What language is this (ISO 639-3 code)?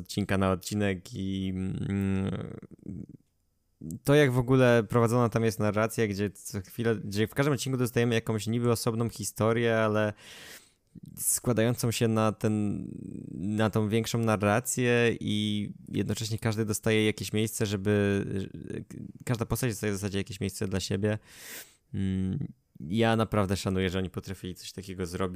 pol